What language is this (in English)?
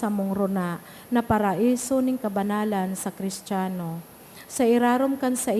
Bikol